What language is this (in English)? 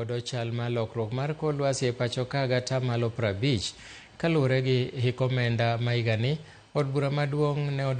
Luo (Kenya and Tanzania)